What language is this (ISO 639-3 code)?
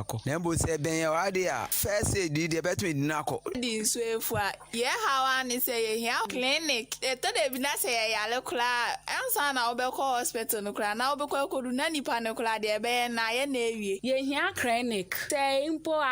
aka